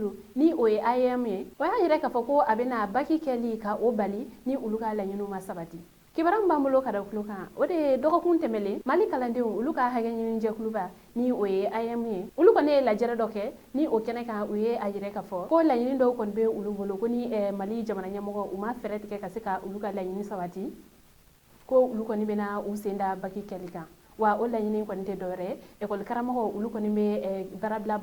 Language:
Bambara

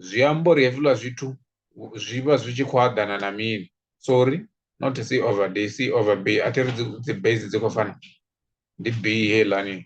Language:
Venda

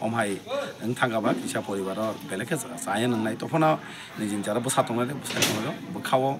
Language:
Kok Borok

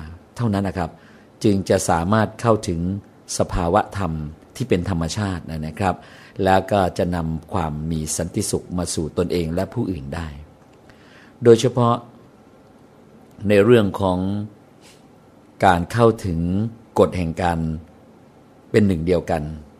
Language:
Thai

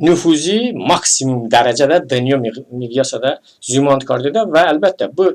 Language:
Talysh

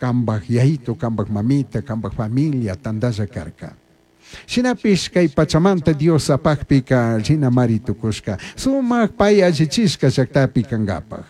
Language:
Chimborazo Highland Quichua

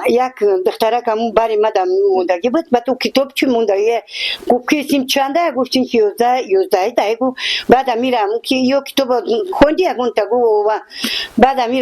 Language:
Tajik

